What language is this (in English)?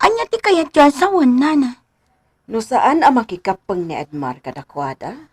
Iloko